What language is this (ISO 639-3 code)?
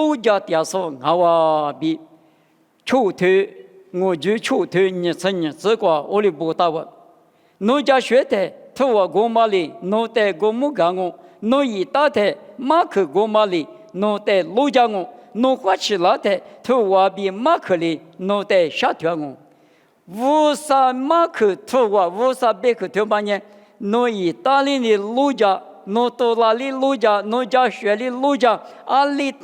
lis